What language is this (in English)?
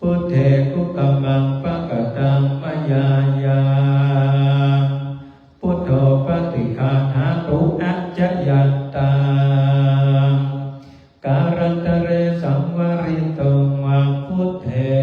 Pali